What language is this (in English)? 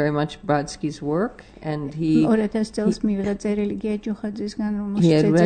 Georgian